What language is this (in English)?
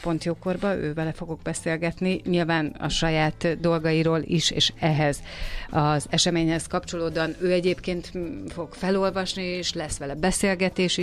Hungarian